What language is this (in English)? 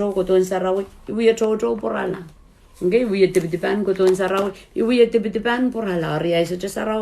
Pohnpeian